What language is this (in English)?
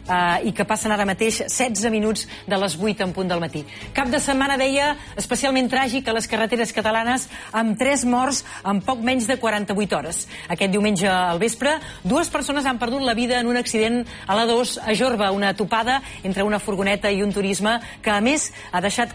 Catalan